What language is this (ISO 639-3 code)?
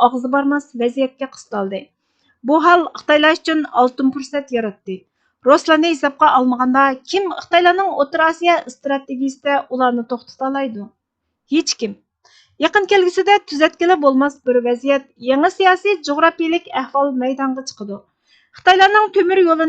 uig